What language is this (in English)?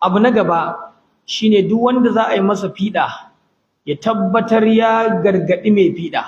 Hausa